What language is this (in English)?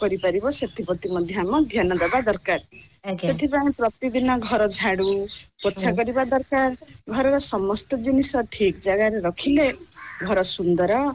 Odia